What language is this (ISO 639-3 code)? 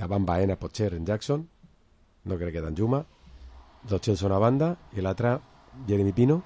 cat